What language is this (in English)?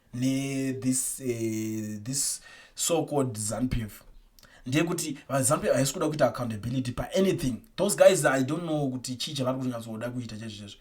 Shona